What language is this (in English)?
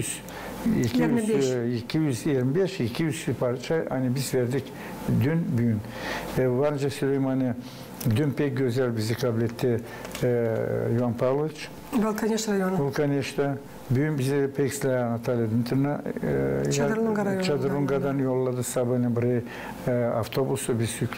Gagauz